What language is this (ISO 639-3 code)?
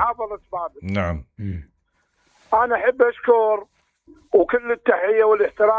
acm